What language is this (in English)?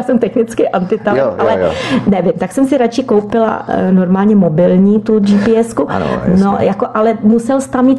Czech